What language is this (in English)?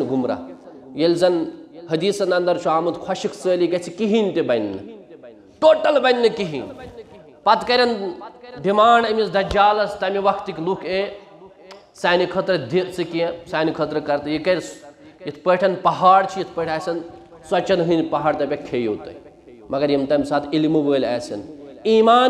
Kashmiri